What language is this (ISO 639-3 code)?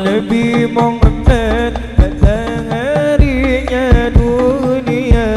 bjn